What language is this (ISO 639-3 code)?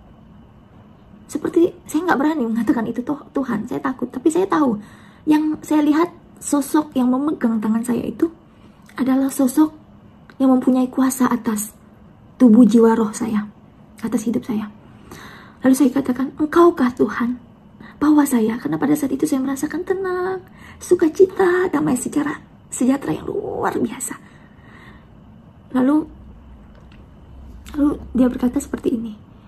ind